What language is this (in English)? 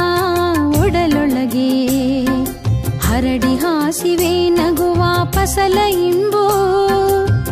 Kannada